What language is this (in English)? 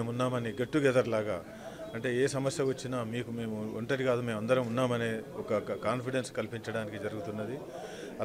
Telugu